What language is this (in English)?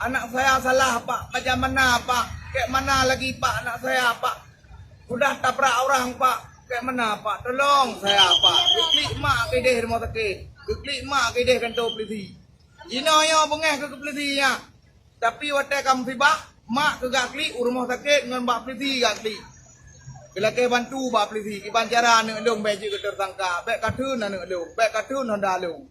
Achinese